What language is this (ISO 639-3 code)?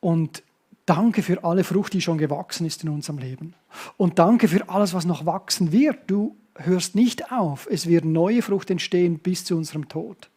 gsw